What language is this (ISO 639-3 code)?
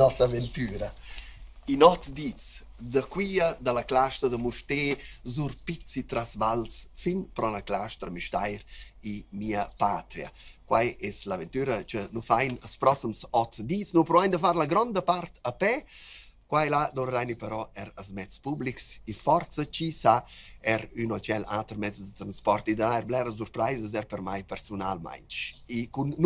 roh